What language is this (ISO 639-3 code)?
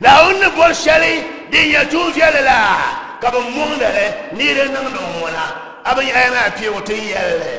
dag